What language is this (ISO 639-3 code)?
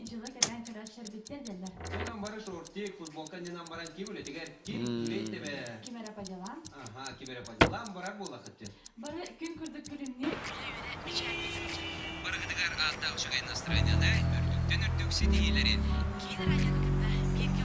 sah